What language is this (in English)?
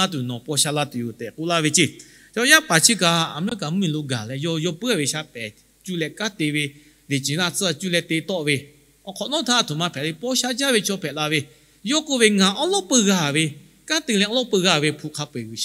Lahu